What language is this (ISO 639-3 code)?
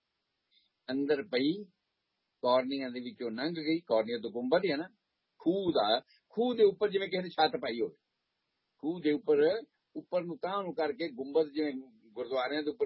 pan